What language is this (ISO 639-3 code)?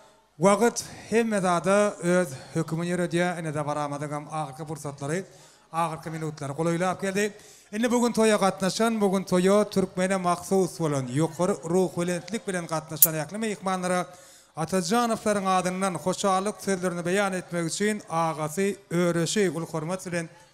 tuk